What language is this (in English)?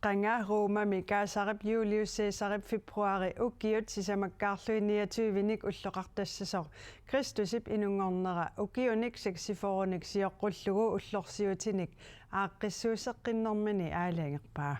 Kalaallisut